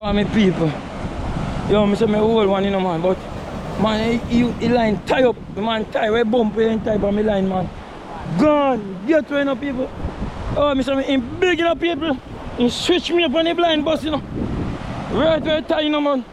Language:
Jamaican Creole English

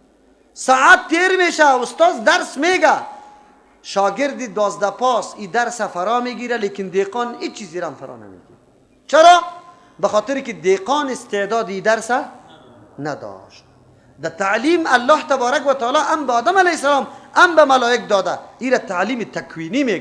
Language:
Persian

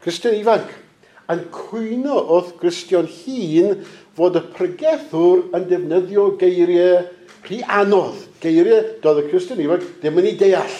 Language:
Welsh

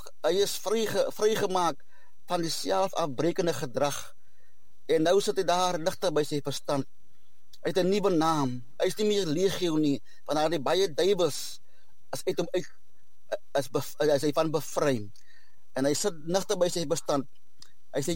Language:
Afrikaans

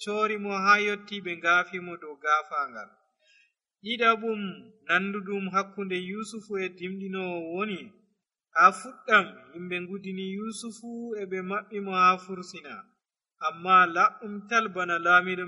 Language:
Nigerian Fulfulde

